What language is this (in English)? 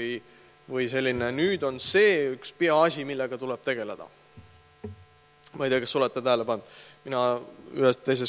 Estonian